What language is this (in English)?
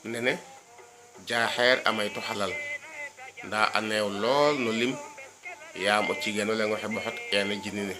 Serer